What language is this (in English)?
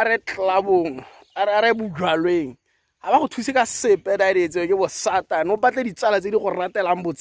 Tswana